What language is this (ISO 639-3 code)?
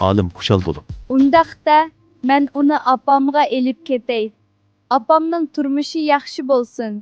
uig